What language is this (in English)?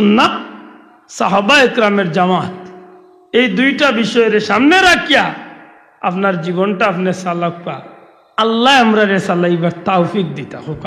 Sylheti